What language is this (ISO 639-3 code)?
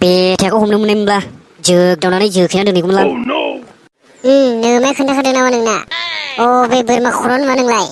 brx